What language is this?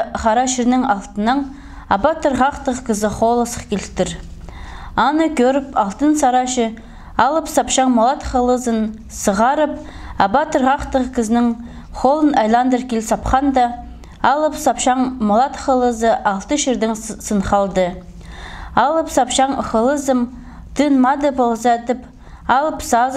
Khakas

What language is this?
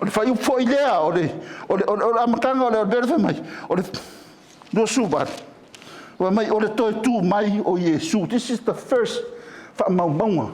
Samoan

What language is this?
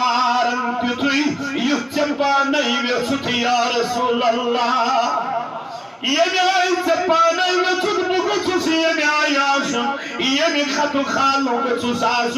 Kashmiri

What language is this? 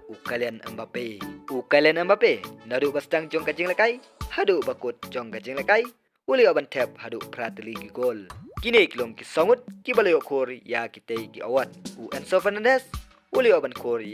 Khasi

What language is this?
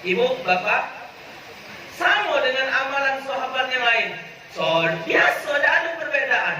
Musi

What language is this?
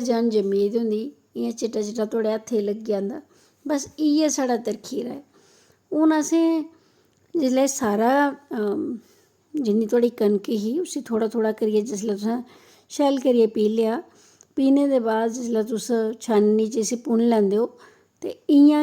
Dogri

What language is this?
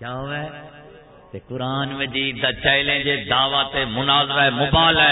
Saraiki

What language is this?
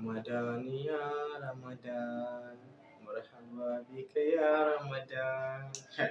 Hausa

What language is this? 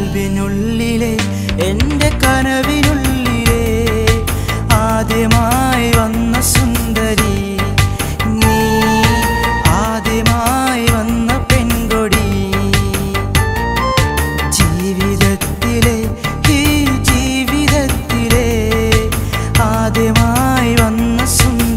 Malayalam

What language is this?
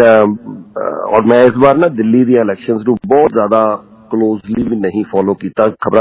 Punjabi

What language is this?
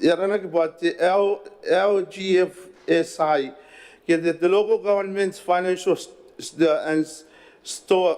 Gilbertese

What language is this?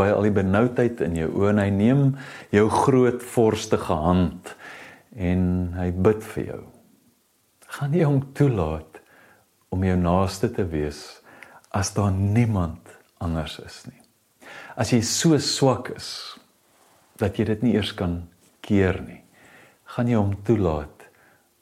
Afrikaans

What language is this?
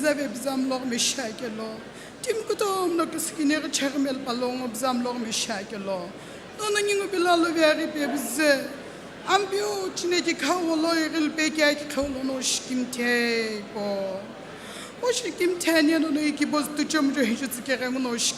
Sumi Naga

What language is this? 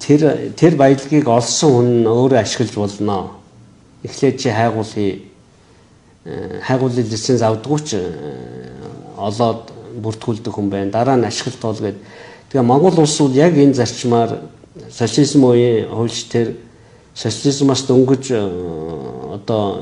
Mongolian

